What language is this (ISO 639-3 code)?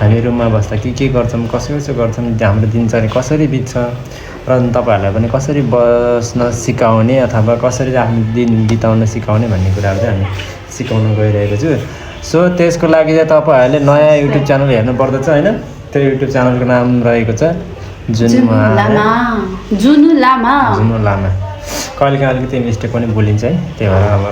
nep